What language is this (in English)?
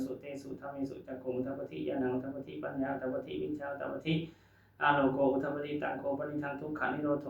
Pali